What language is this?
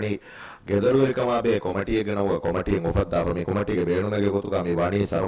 Divehi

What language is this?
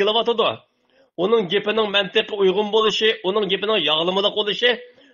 Uyghur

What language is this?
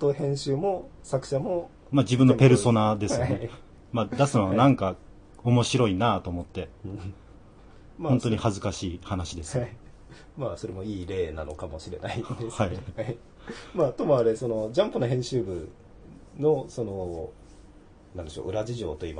Japanese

